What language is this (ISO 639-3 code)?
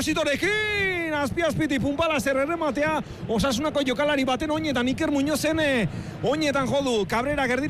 eus